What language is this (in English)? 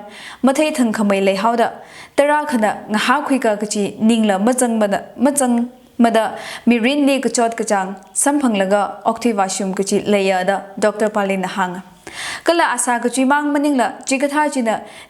Tangkhul Naga (India)